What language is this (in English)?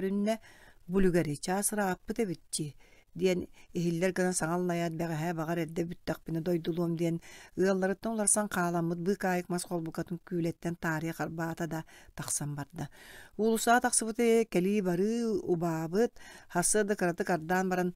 Yakut